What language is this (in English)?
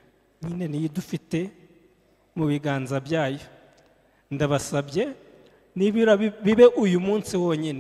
Kinyarwanda